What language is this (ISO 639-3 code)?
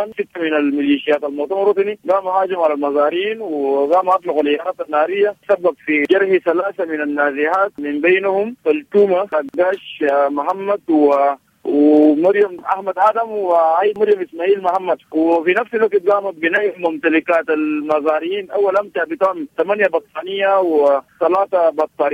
apd